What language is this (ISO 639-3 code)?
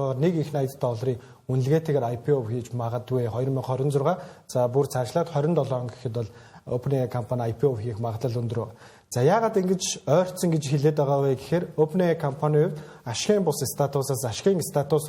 mon